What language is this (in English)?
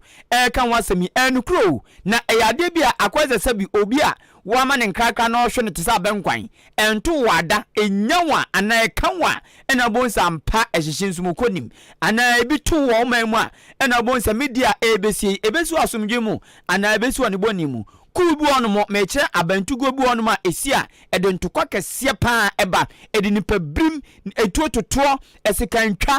Akan